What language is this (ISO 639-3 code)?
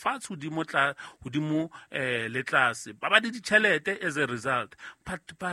sot